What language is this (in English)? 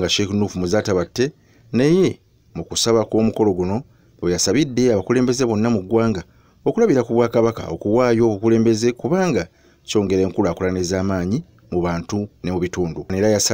Ganda